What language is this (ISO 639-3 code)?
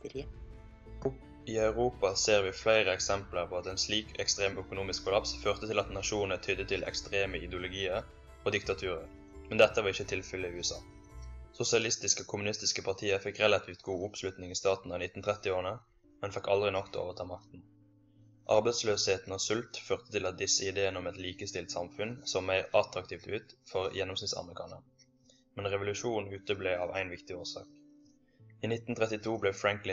nor